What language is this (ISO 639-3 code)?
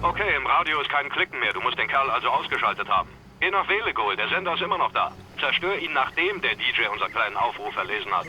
bar